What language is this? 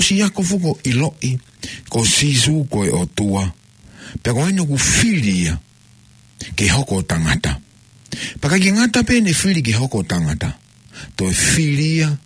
Tongan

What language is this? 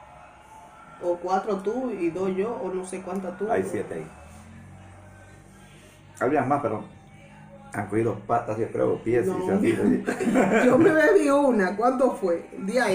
Spanish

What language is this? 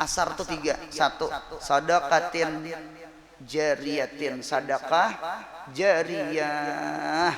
Banjar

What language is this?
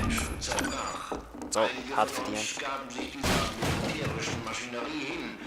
Swiss German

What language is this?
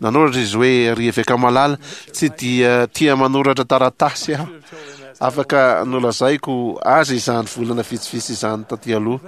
Malagasy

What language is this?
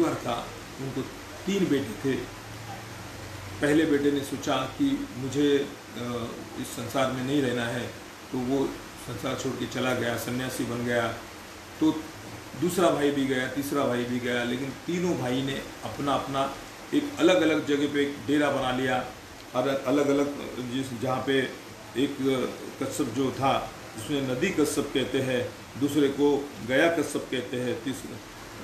Hindi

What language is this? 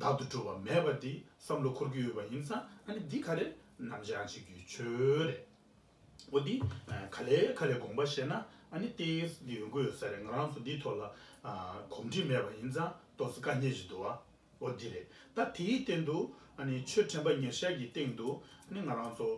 Tibetan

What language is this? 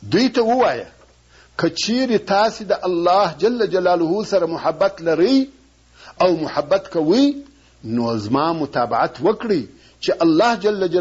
Pashto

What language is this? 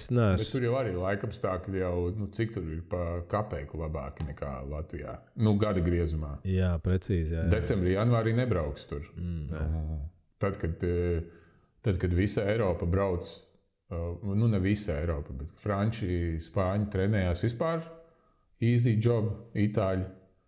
Latvian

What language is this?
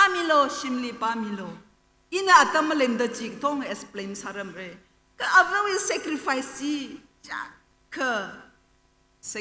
Tangkhul Naga (India)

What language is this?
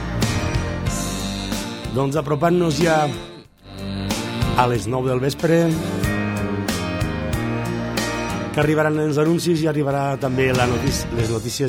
Catalan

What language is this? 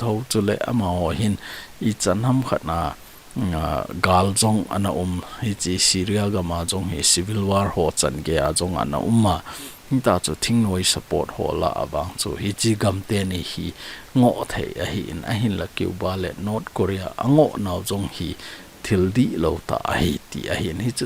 Thado Chin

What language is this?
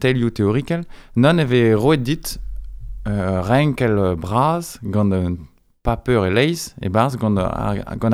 Breton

